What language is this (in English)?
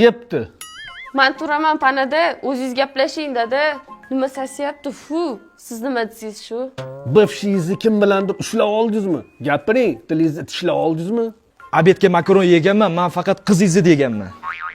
Uzbek